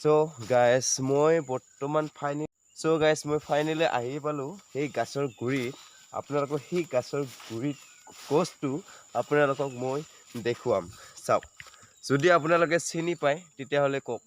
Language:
Assamese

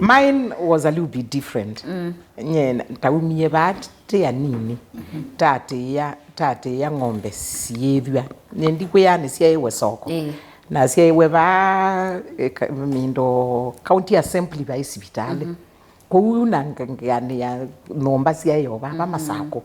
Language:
Kamba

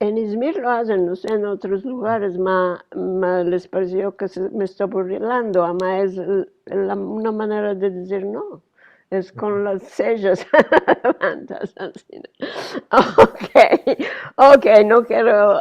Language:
Ladino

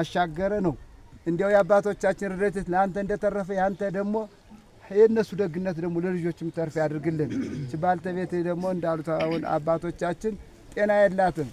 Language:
Amharic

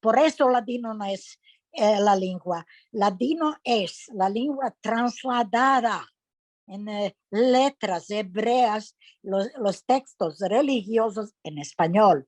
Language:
Ladino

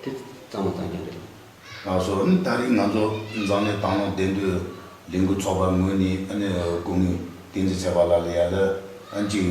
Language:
Tibetan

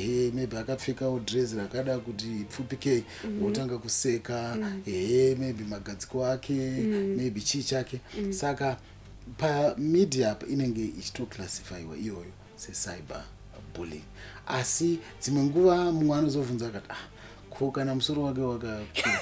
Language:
Shona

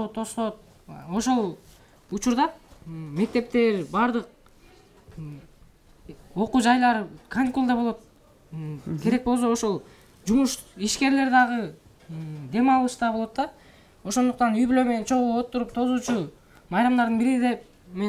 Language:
Kyrgyz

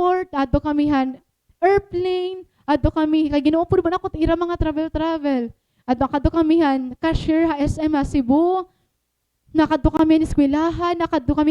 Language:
Waray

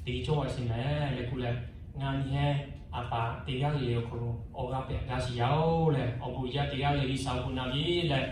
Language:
Lahu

